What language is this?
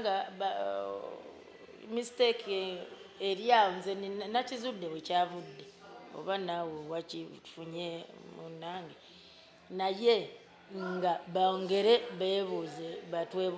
Ganda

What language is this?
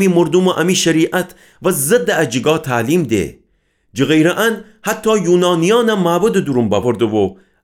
Gilaki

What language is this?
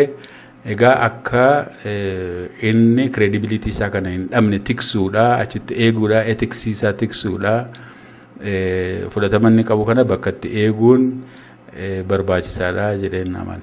Oromo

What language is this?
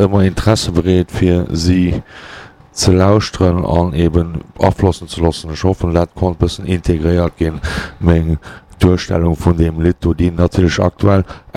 Luxembourgish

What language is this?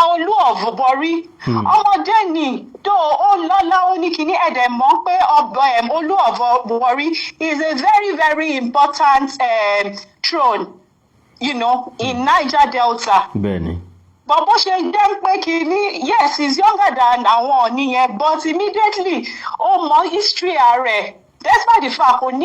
Yoruba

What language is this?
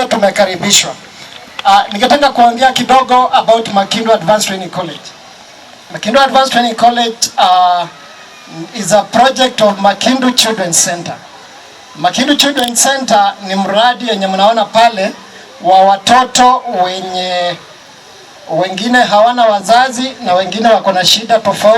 Swahili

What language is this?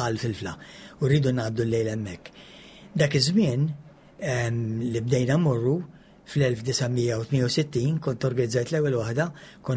Maltese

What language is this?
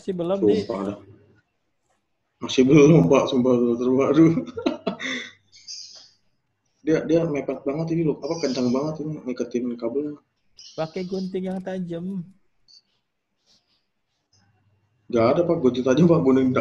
Indonesian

